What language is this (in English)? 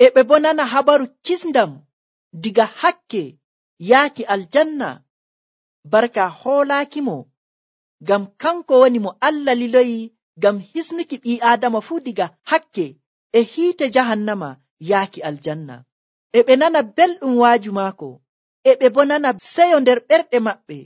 Nigerian Fulfulde